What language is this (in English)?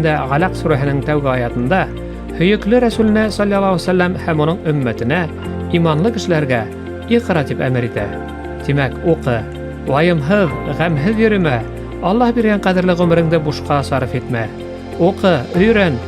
Bashkir